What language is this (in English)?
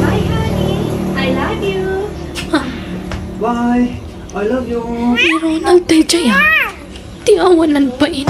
Iloko